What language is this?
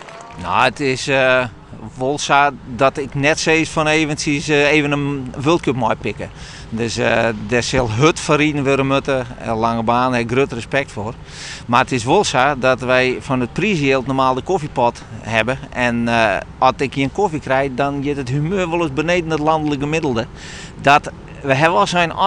Western Frisian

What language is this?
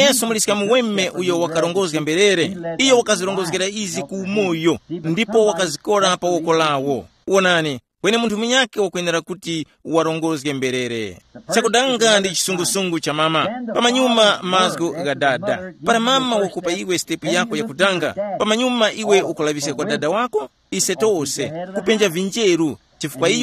Tumbuka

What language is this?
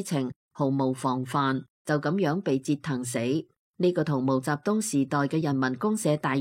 Cantonese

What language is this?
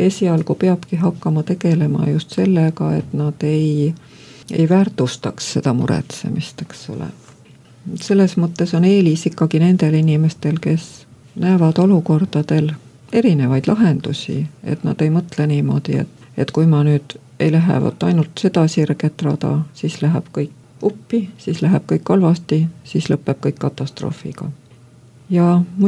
Estonian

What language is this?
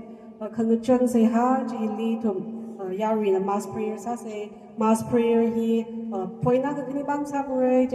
Tangkhul Naga (India)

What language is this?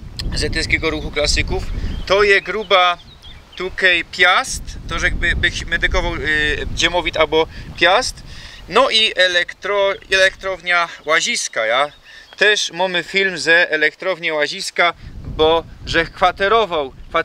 Silesian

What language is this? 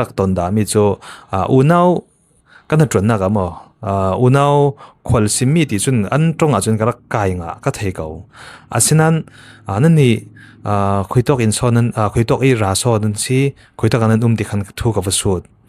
Falam Chin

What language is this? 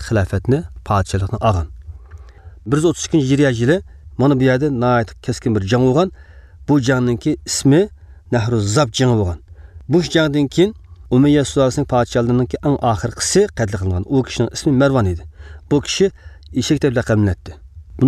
Uyghur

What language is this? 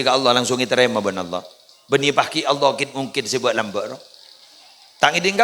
Madurese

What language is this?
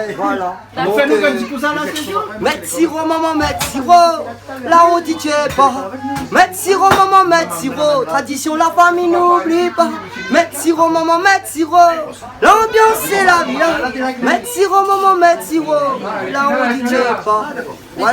Réunion Creole French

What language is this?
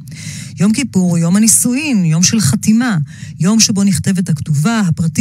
Hebrew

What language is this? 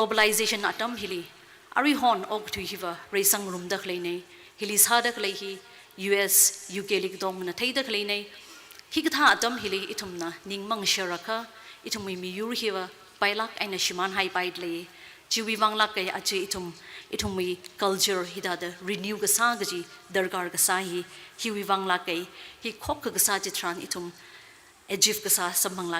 Tangkhul Naga (India)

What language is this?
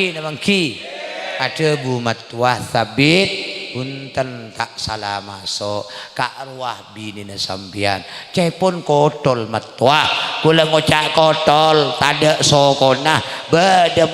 Madurese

